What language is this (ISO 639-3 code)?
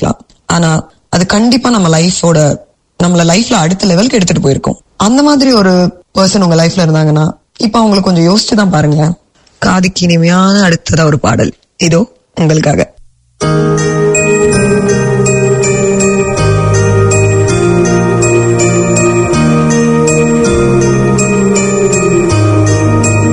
tam